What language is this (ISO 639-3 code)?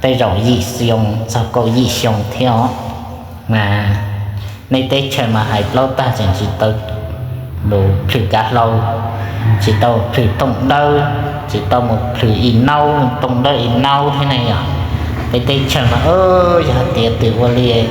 hmn